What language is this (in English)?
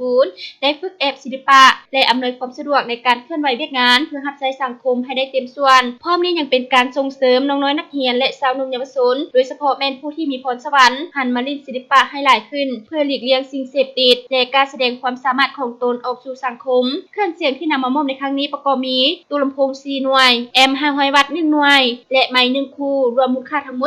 Lao